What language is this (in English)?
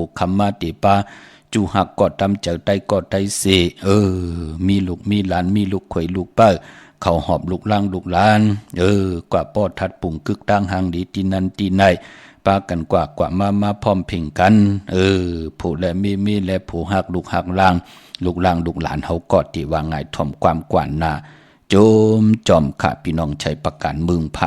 Shan